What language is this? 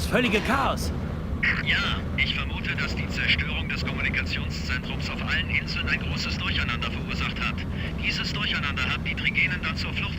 Bavarian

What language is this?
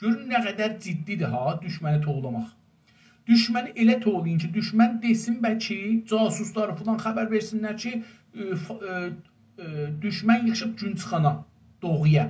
South Azerbaijani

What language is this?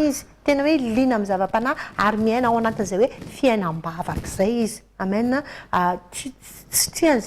Malagasy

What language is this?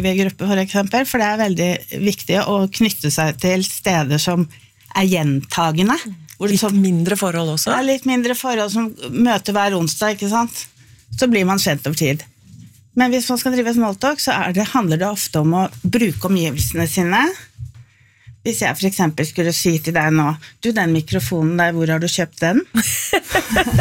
Norwegian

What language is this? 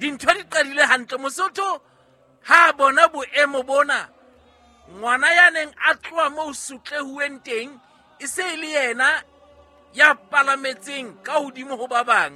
Southern Sotho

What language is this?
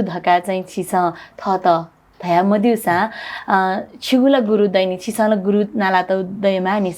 Newari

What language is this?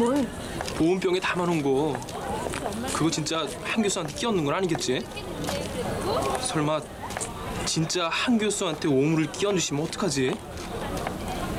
Korean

